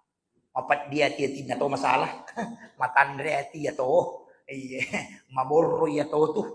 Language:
Buginese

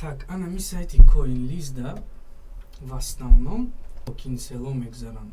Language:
Tajik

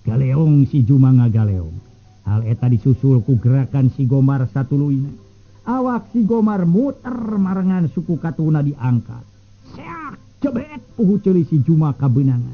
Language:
Sundanese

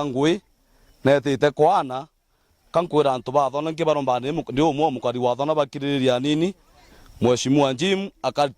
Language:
Meru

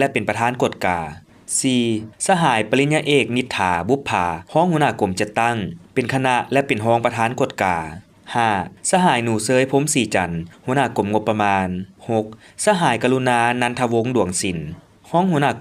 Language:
Lao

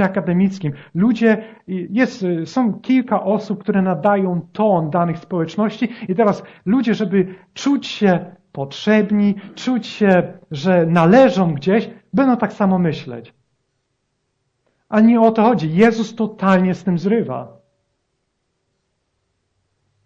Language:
Polish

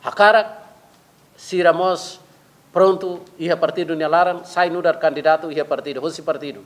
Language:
Tetum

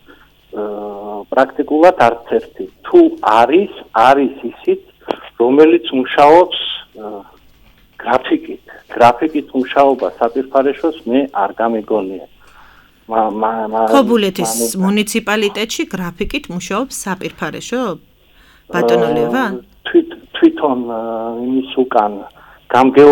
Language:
Georgian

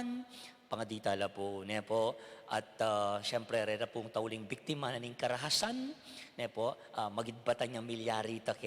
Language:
Pampanga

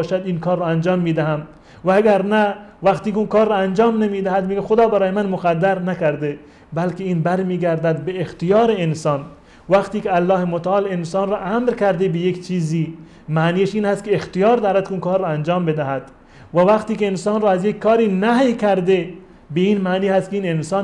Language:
Persian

